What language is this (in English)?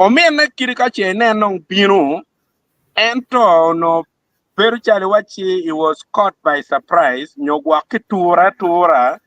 Acoli